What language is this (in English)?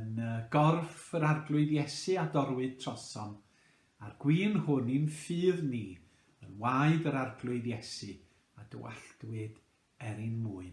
Welsh